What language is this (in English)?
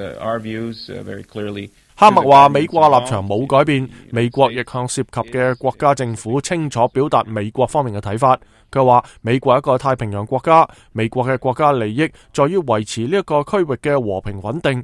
Cantonese